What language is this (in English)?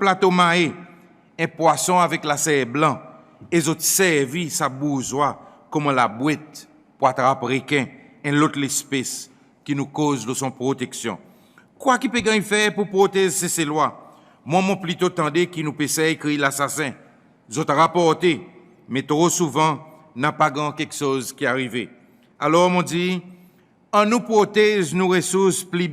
Seselwa Creole French